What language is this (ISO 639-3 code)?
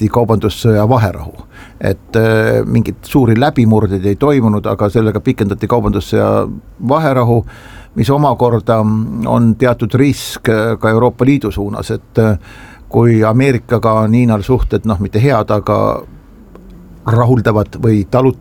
est